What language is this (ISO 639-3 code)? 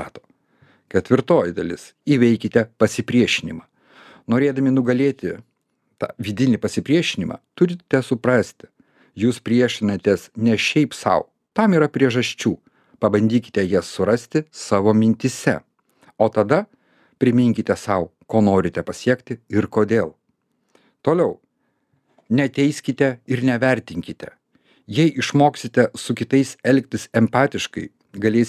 lit